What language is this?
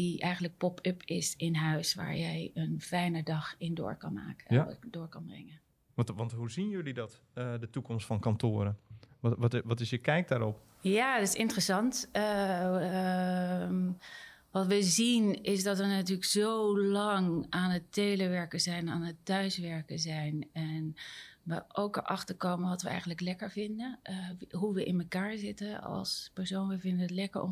Dutch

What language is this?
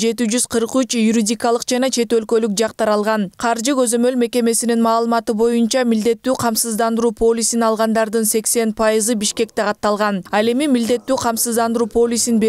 Kyrgyz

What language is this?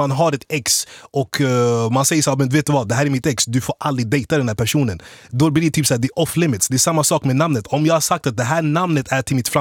Swedish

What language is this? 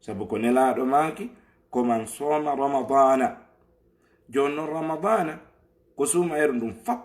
Fula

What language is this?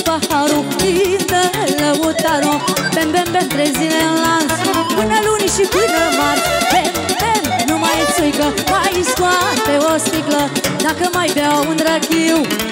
Romanian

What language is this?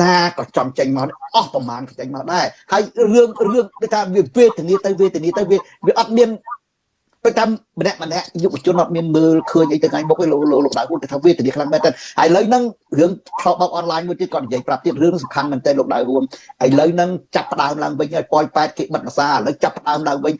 Khmer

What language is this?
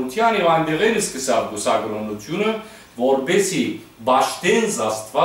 Western Armenian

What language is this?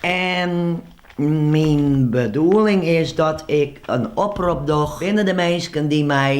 Western Frisian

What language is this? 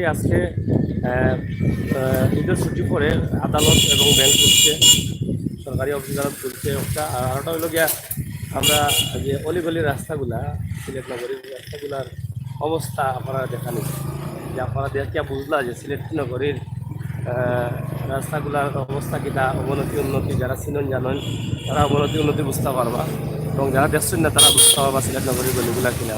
Sylheti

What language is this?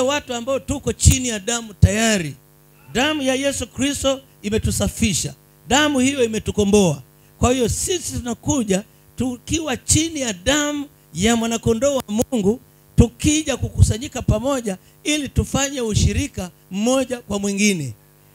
Swahili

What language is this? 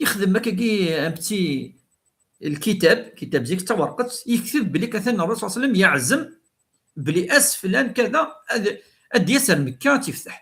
Kabyle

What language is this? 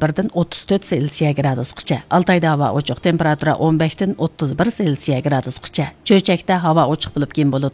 Uyghur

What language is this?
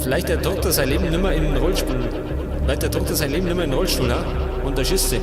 Bavarian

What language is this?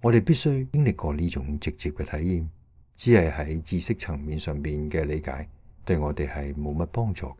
Cantonese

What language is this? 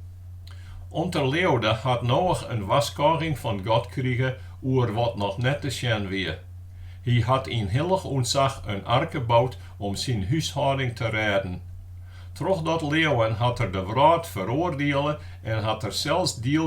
Western Frisian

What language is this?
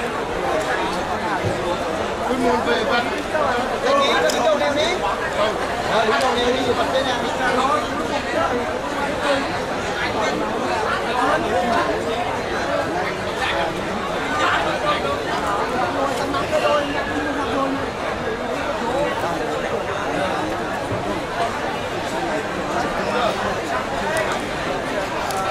Vietnamese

